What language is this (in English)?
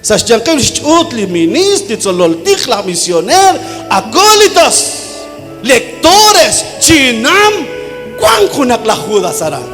Kekchí